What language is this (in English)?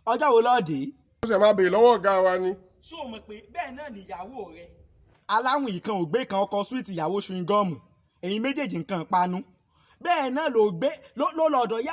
Yoruba